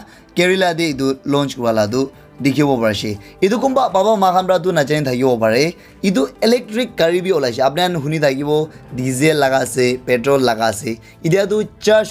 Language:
Naga Pidgin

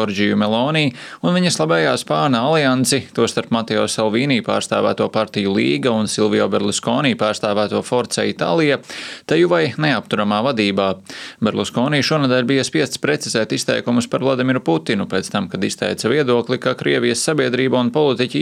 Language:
Latvian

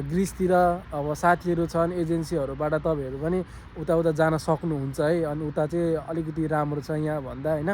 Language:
Nepali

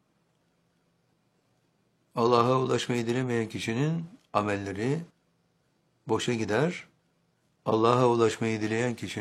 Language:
Turkish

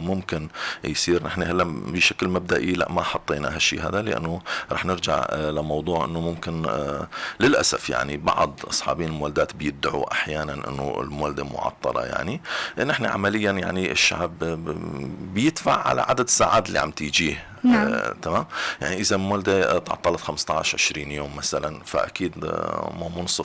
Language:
North Levantine Arabic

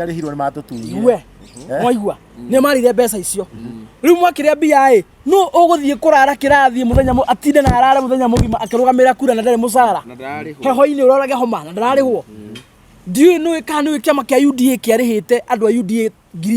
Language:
Kikuyu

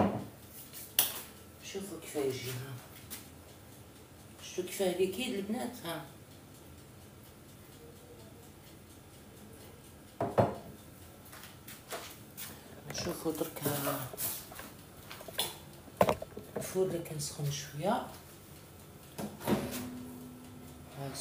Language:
Algerian Arabic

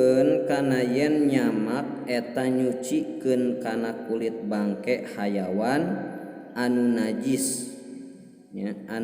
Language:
Sundanese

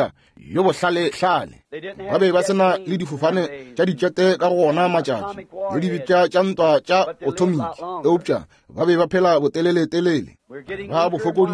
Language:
Northern Sotho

